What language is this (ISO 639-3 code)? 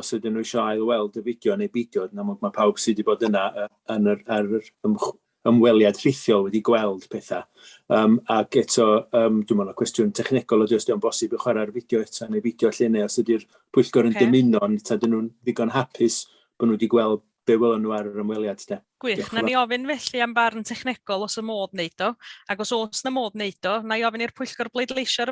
cym